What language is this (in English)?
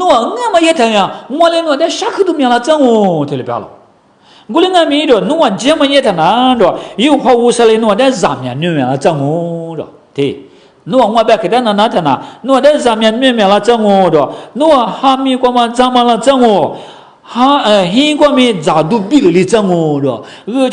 Lisu